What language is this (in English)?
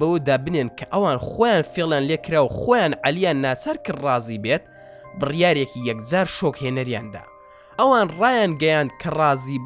Central Kurdish